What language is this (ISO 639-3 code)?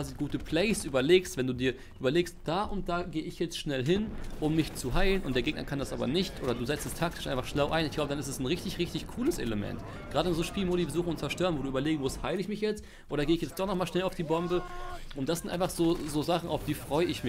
deu